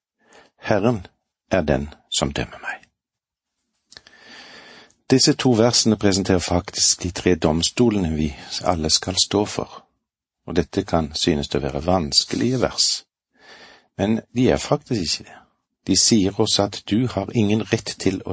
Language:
Norwegian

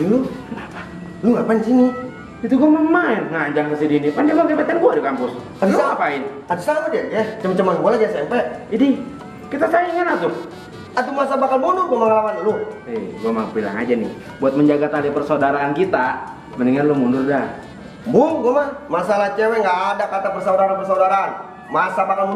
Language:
Betawi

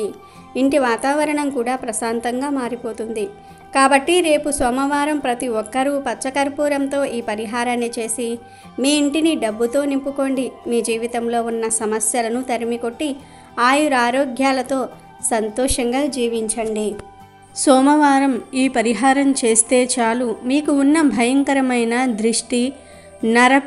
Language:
Telugu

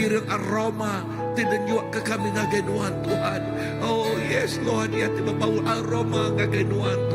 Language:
Iban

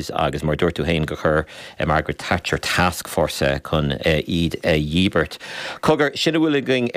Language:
Irish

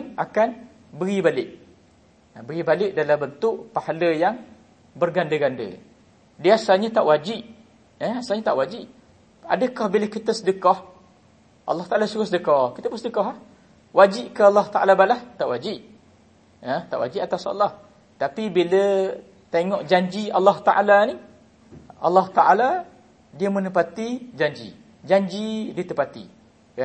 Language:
Malay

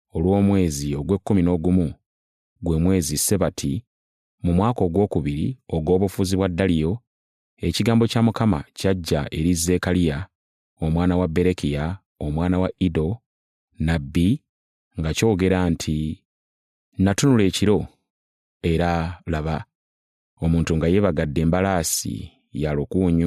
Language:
Ganda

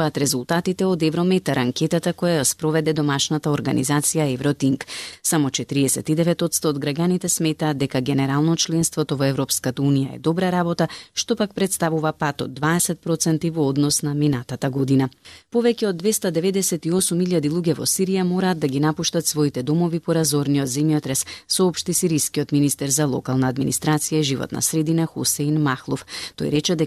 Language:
Macedonian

